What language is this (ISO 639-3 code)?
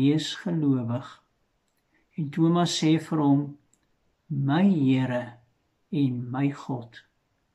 afr